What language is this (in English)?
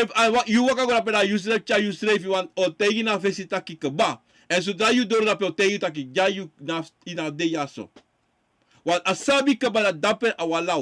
Sranan Tongo